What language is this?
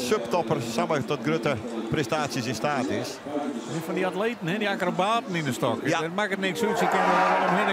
Western Frisian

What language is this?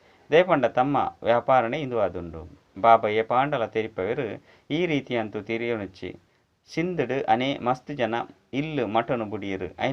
Tulu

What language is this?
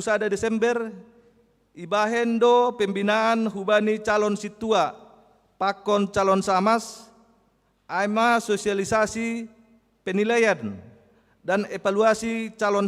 Batak Simalungun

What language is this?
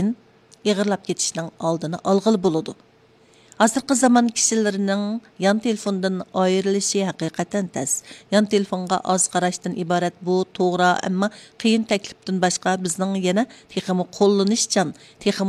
Uyghur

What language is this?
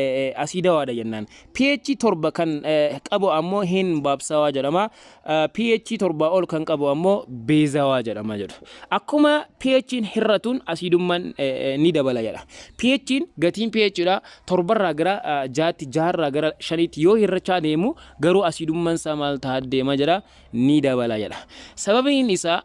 Oromo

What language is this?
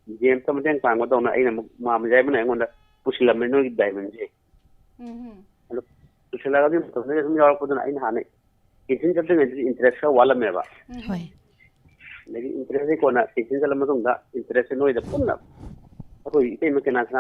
Manipuri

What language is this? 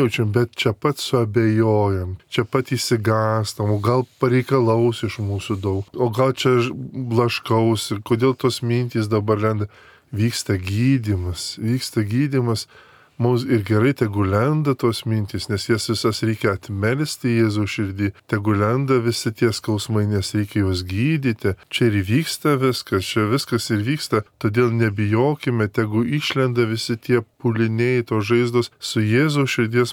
Lithuanian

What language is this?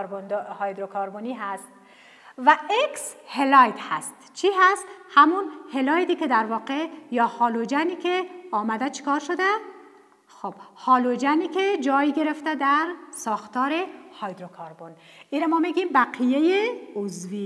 Persian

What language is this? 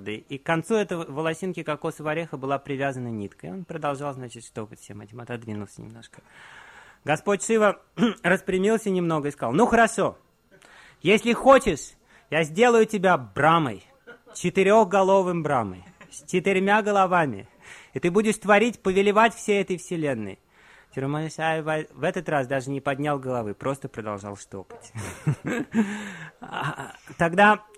Russian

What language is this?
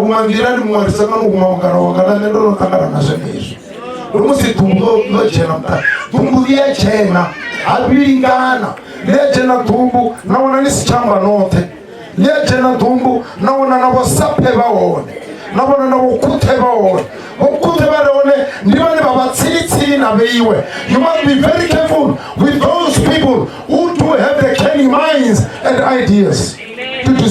Venda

